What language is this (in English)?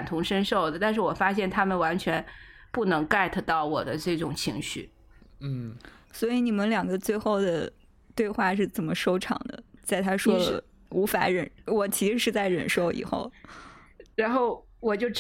Chinese